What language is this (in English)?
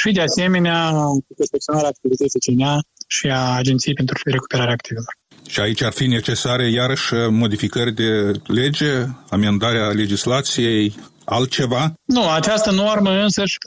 Romanian